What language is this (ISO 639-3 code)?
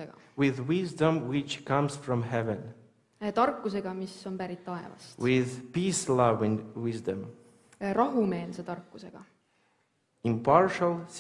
est